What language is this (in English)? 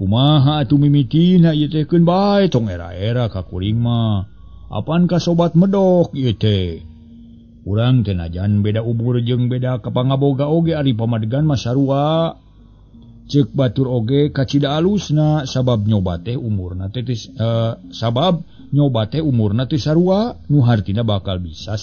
Sundanese